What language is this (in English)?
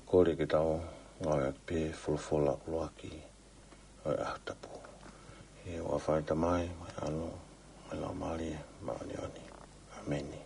Tongan